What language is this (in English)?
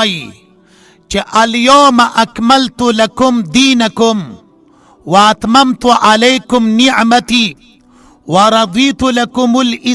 Pashto